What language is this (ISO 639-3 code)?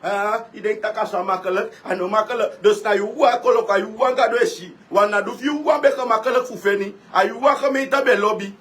srn